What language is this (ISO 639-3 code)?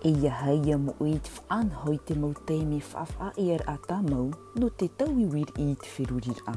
tah